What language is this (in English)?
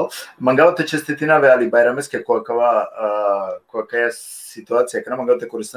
Balkan Romani